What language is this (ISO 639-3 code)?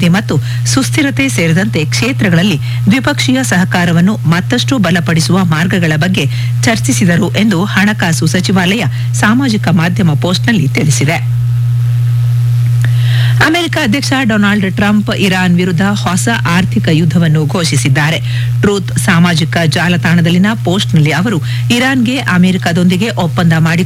kan